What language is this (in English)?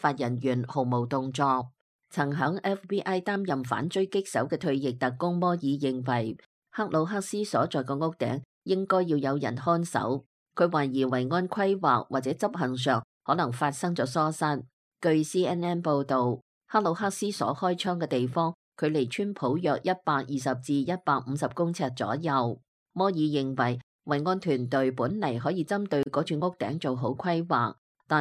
Cantonese